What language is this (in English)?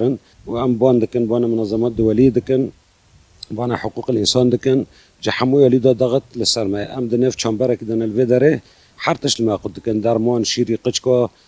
Kurdish